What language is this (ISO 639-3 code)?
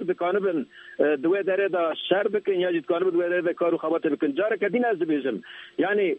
kur